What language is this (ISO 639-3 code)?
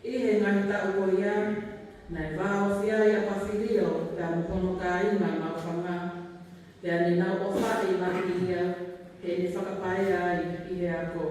ton